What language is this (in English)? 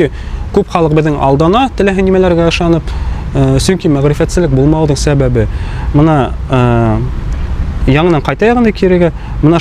Bashkir